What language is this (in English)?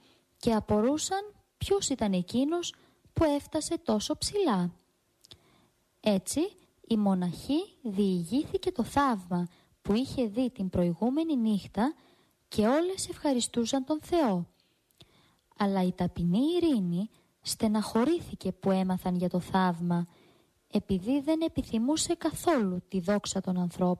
Greek